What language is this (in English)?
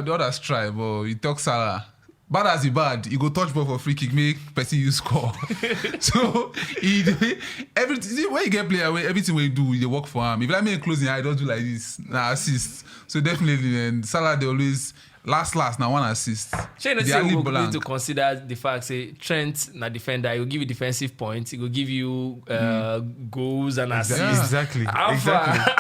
Nigerian Pidgin